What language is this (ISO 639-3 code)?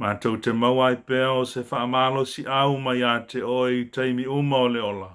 smo